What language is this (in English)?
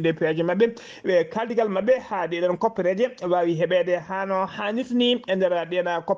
Fula